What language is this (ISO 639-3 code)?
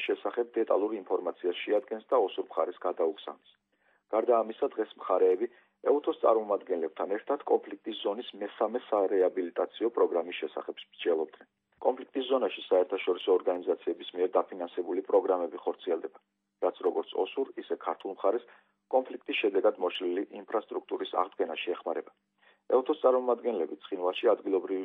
kat